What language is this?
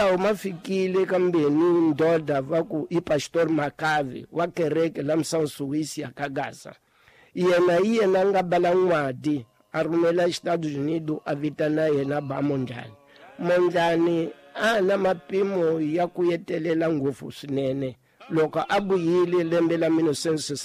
Tsonga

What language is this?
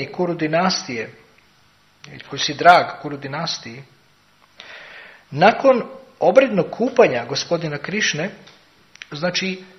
Croatian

